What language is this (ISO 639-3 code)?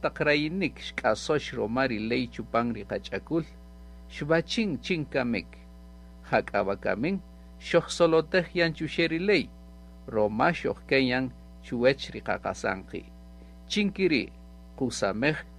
cak